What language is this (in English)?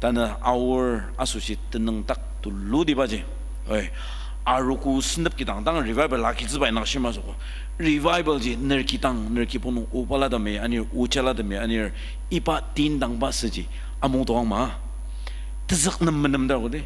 Ao Naga